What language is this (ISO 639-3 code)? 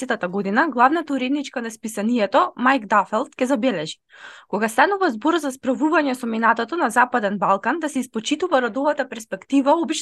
mkd